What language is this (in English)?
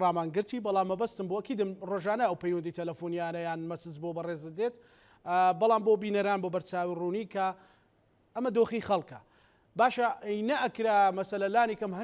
Central Kurdish